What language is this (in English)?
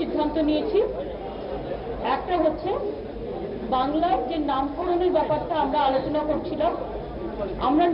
Bangla